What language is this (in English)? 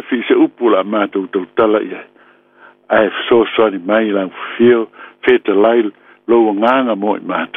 Samoan